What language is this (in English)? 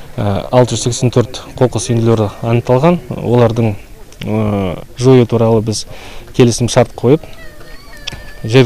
Kazakh